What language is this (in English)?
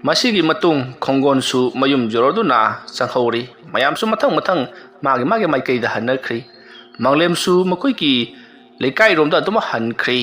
Manipuri